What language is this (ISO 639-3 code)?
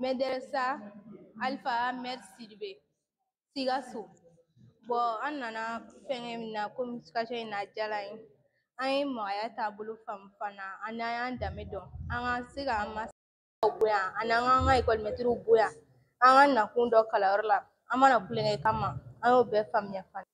bam